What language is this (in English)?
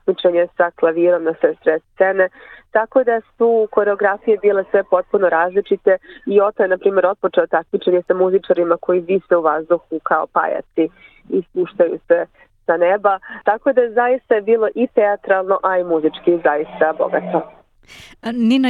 Serbian